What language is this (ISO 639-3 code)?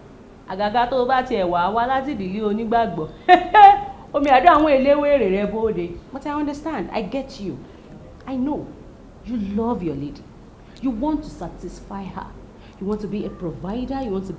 yor